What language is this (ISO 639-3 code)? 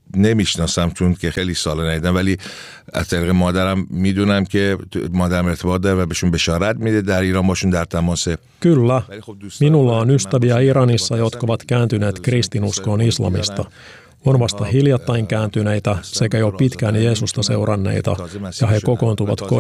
fin